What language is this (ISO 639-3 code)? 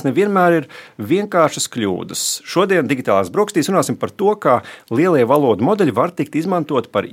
lav